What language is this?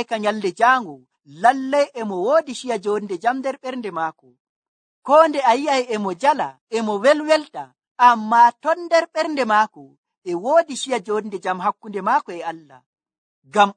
Nigerian Fulfulde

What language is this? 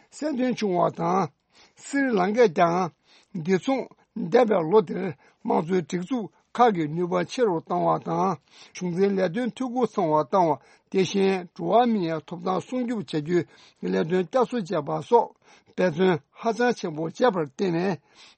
Tibetan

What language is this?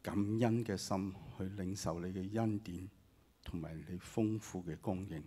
Cantonese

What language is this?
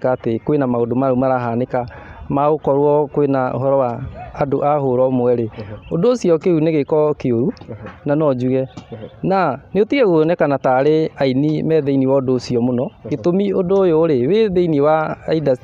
Kikuyu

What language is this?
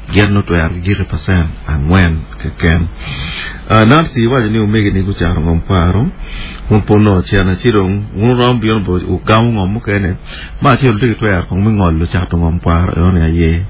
Acoli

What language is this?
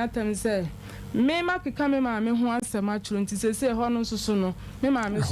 Akan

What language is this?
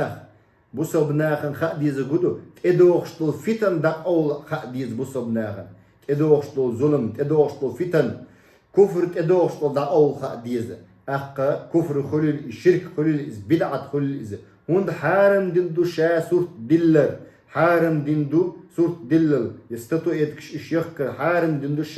Chechen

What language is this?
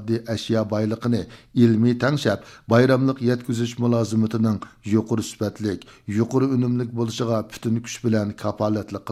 Uyghur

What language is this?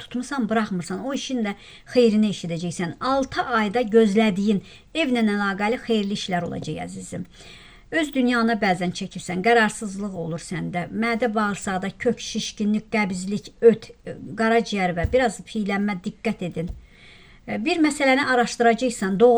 Azerbaijani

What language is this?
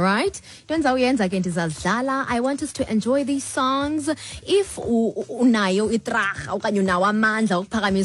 Xhosa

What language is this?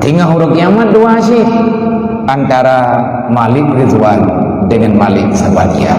Achinese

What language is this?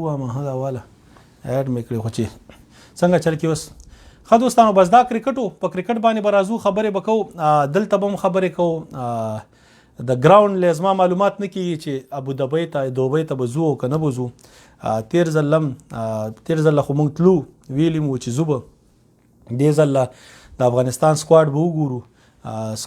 Pashto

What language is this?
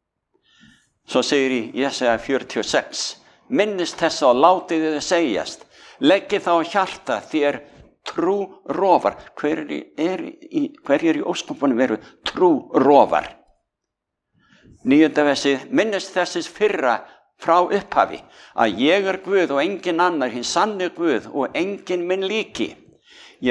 Icelandic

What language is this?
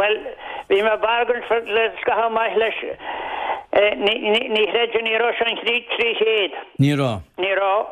Irish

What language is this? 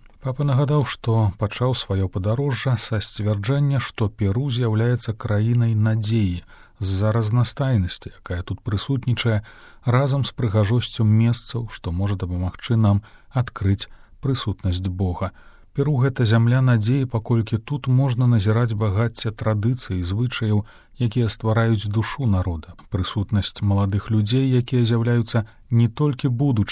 Belarusian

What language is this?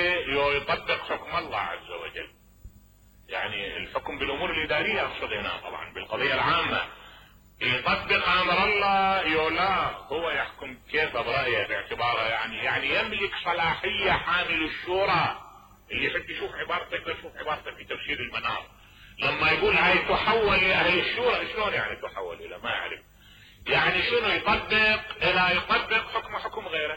Mesopotamian Arabic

